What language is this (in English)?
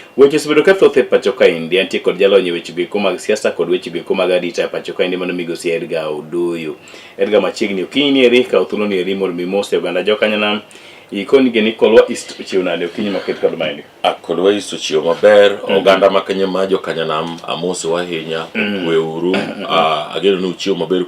Luo (Kenya and Tanzania)